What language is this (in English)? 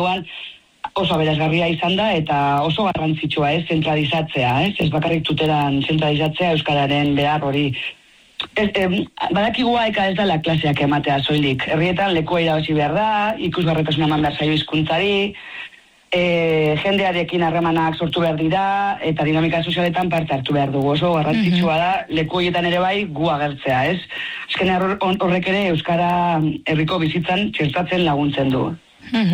Basque